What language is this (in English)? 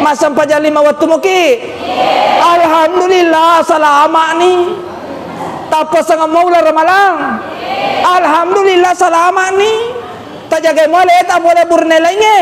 Buginese